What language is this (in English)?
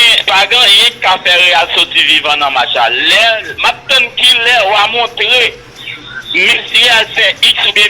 Haitian Creole